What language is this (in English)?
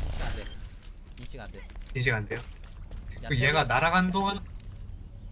Korean